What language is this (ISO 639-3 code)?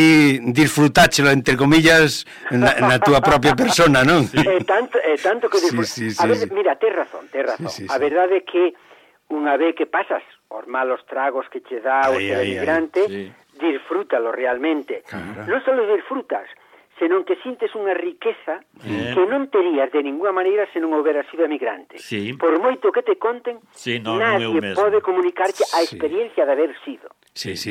glg